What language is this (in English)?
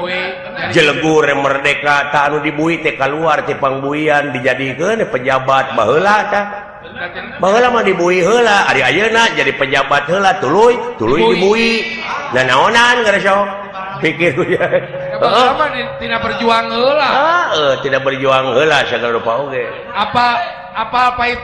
Sundanese